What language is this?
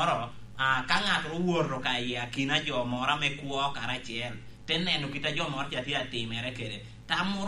Lango (Uganda)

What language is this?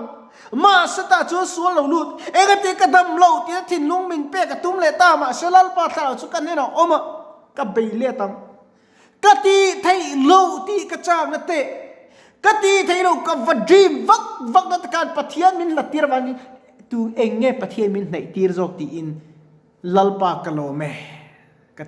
Mizo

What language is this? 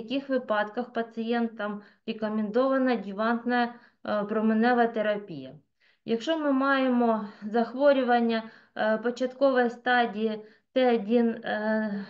Ukrainian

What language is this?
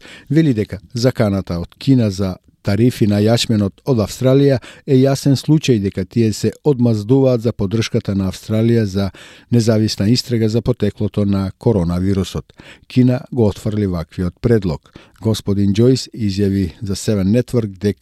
Macedonian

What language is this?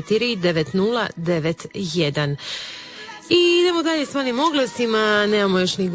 Croatian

